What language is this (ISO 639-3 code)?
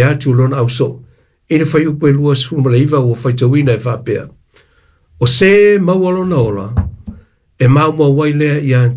smo